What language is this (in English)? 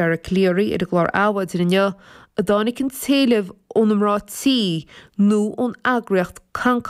Irish